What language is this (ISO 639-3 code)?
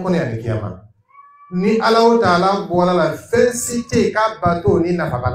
dyu